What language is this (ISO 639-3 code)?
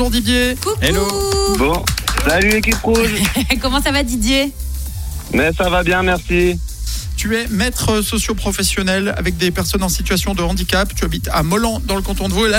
fra